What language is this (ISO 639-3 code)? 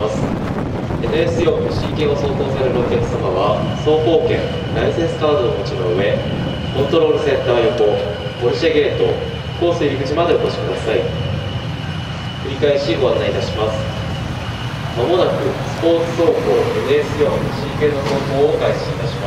jpn